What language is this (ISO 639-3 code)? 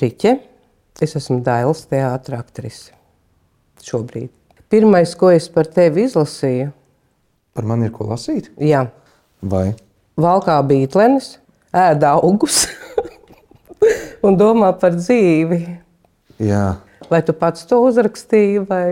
lav